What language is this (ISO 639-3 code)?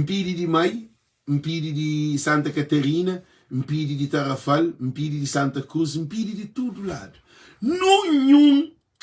kea